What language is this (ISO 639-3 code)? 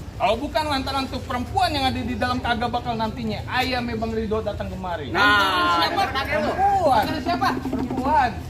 bew